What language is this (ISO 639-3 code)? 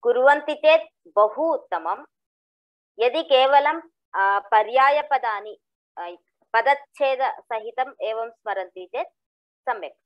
san